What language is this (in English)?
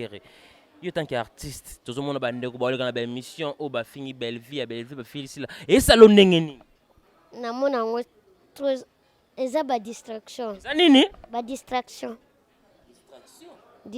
Lingala